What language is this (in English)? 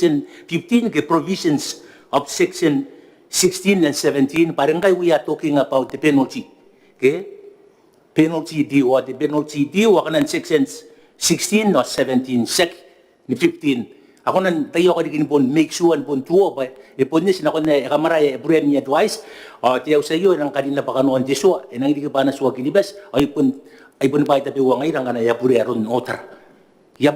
Gilbertese